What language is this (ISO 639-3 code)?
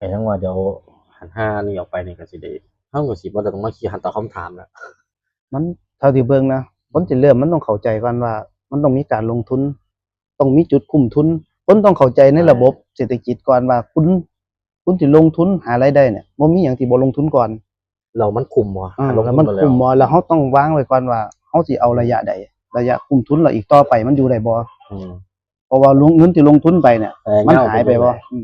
tts